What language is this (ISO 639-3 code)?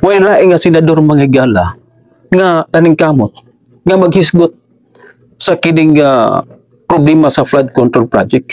ceb